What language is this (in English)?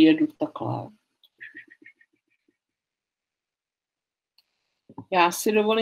Czech